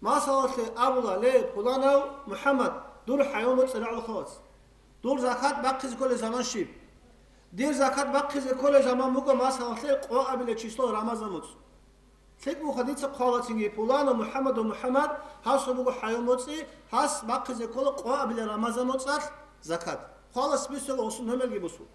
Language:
Avaric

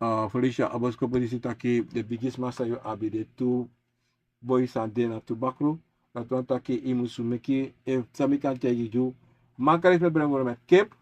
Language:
Sranan Tongo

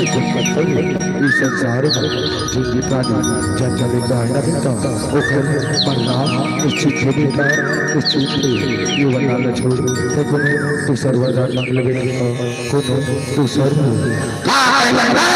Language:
Chhattisgarhi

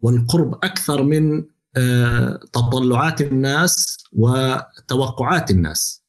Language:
North Levantine Arabic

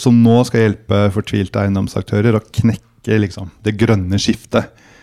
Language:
Norwegian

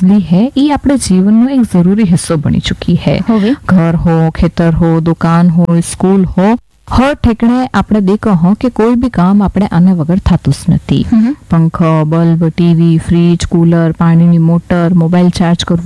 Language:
Gujarati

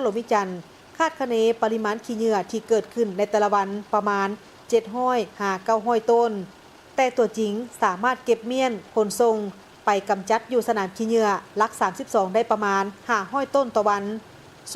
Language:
Lao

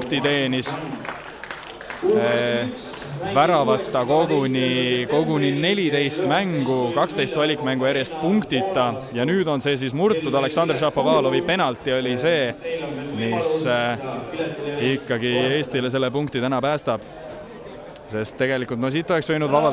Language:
Estonian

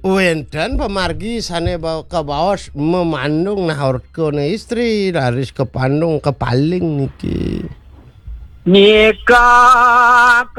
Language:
Balinese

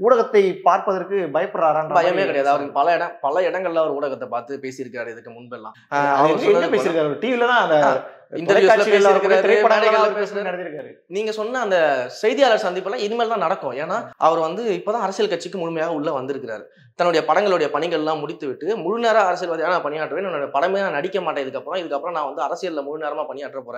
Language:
Tamil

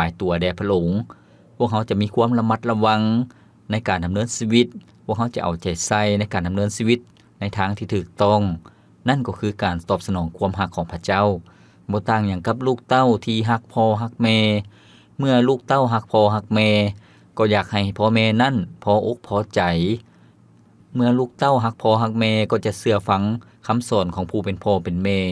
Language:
Lao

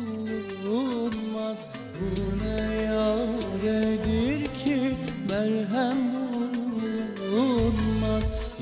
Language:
Turkish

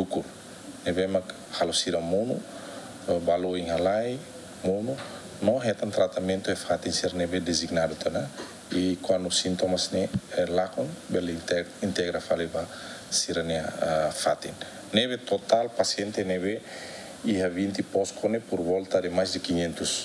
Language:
Tetum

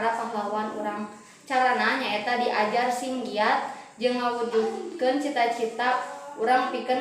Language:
Sundanese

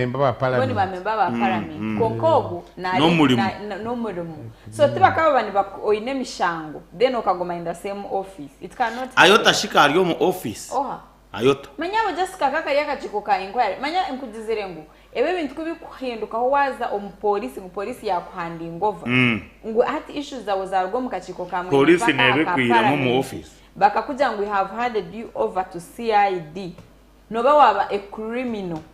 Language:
Nyankole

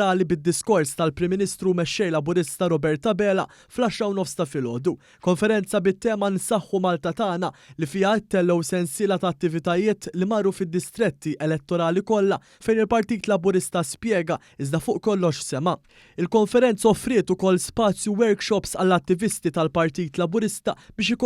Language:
Maltese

